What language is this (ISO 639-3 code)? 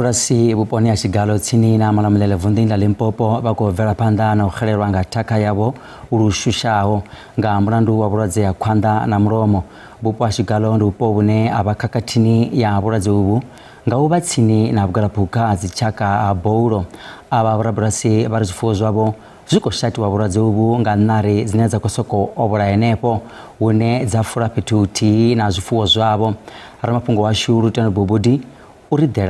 ven